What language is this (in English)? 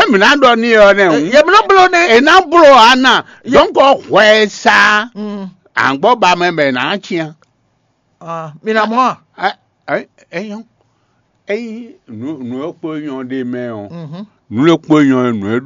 Fon